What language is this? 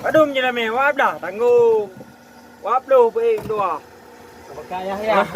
Achinese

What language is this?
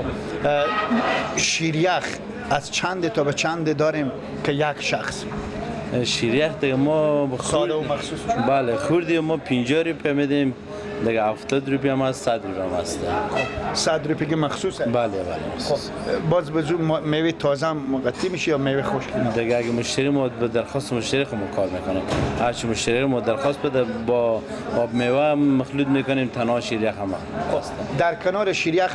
Persian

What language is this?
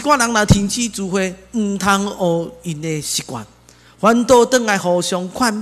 Min Nan Chinese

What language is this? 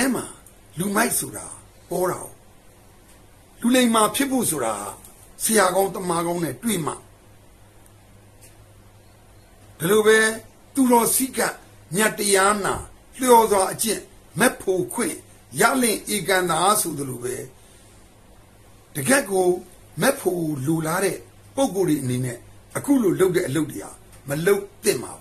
Burmese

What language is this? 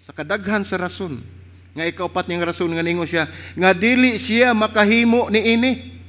Cebuano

